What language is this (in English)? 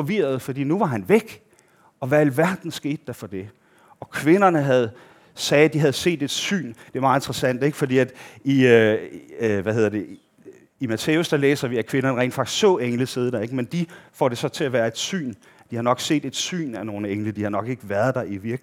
Danish